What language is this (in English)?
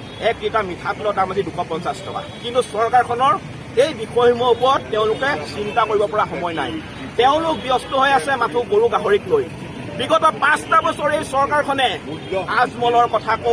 Assamese